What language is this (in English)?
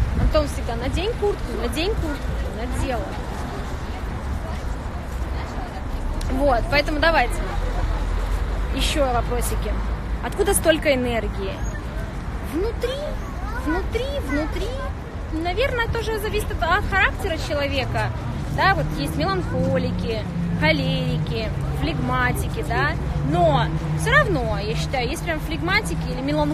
Russian